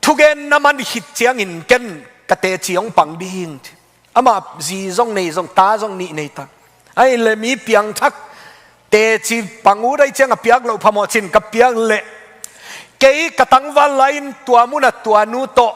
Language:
Tedim Chin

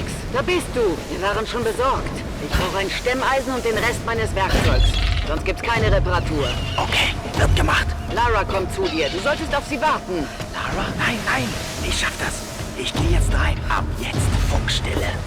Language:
Bavarian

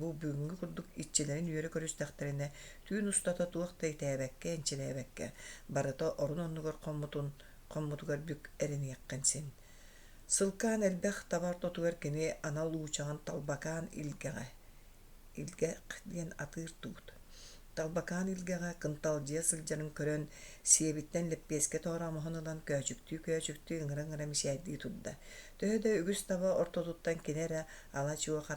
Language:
Yakut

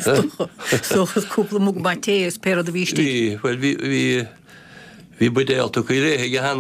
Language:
Irish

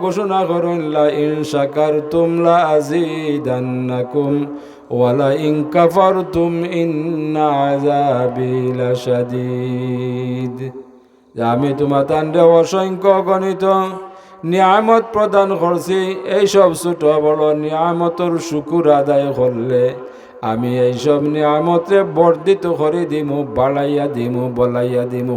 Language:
Sylheti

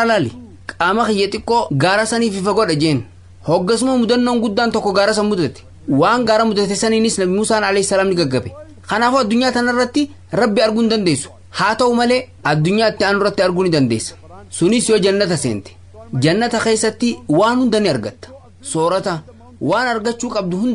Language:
Oromo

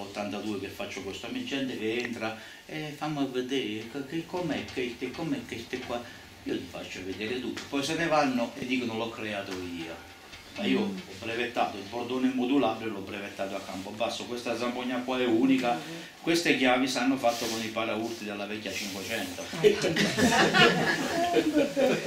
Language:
Italian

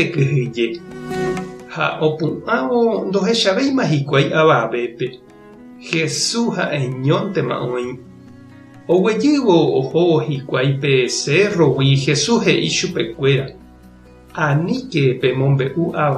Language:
Guarani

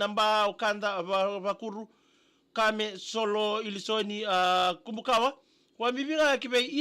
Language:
Fijian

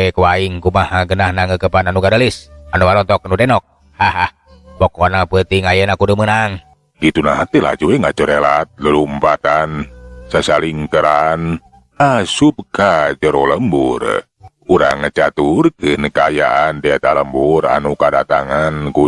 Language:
Sundanese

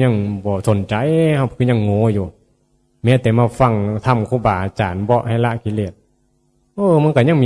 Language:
Northeastern Thai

